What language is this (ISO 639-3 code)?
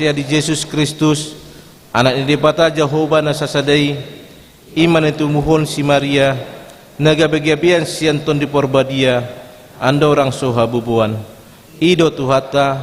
bbc